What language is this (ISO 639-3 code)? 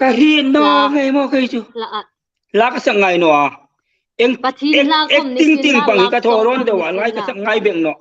hmr